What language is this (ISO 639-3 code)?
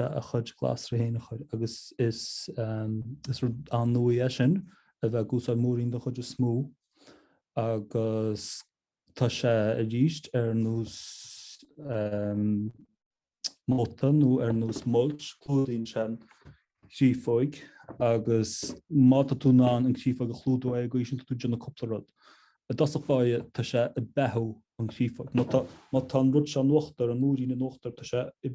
gle